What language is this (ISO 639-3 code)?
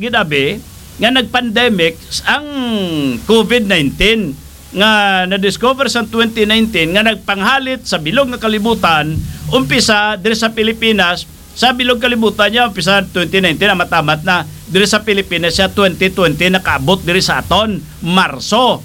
hil